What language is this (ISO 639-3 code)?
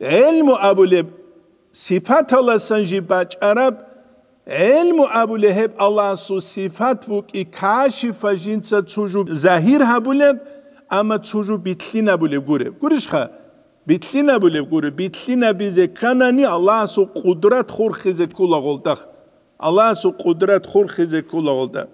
ava